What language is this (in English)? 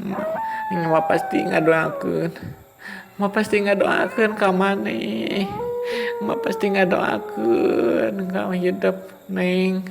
Sundanese